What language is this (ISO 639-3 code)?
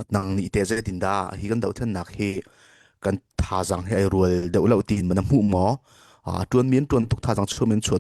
cnh